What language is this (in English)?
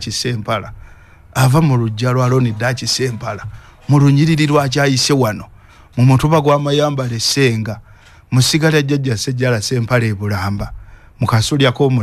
Ganda